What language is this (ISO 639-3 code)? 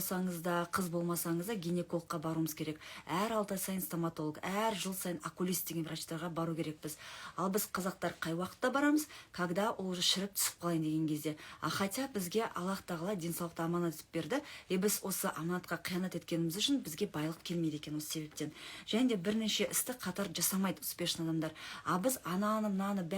kaz